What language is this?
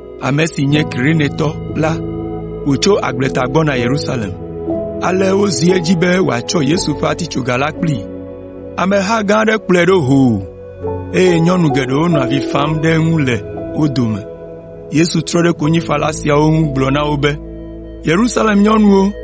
Ewe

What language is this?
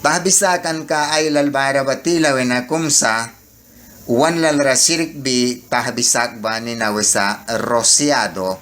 Mískito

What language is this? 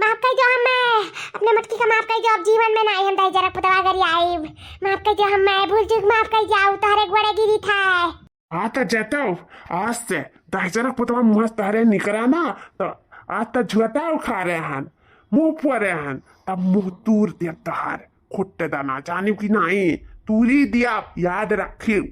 Awadhi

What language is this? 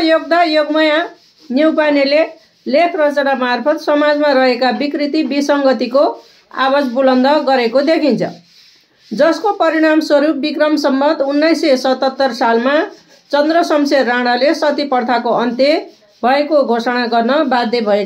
Nepali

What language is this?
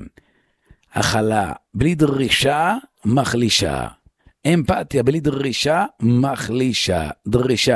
Hebrew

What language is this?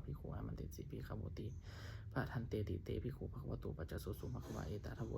Pali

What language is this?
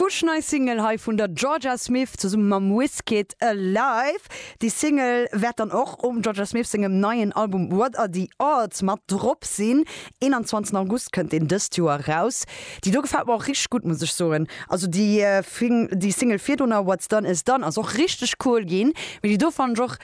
Luxembourgish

